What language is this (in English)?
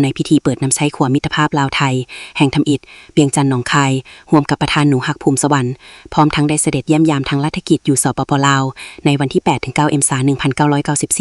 Lao